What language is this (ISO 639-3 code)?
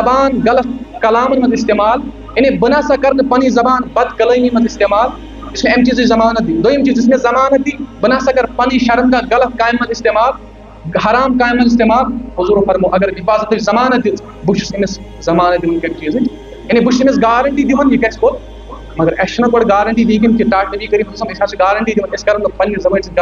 kas